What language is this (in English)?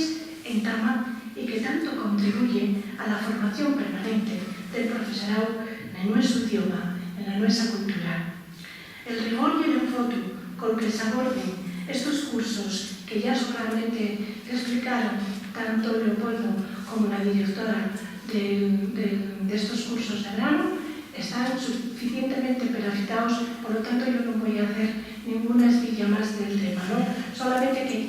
Asturian